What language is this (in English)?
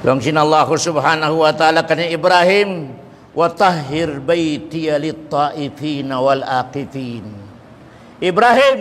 Tausug